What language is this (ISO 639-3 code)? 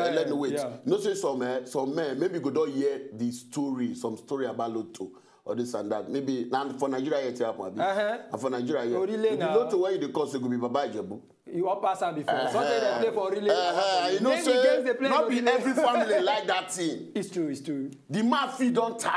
pcm